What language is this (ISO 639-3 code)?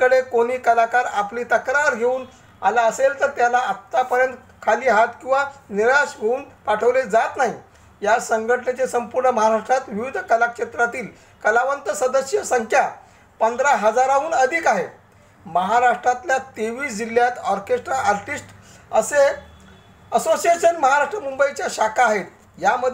mar